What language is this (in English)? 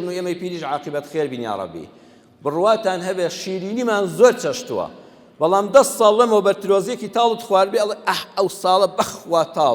Central Kurdish